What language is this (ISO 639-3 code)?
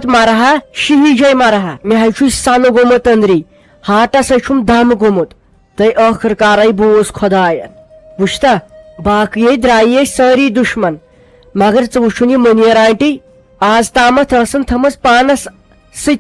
kas